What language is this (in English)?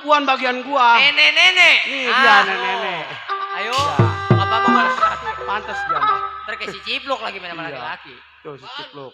Betawi